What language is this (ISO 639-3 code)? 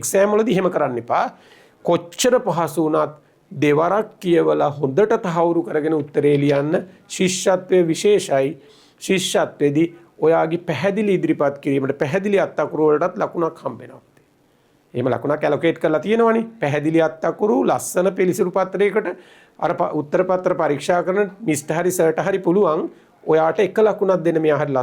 sin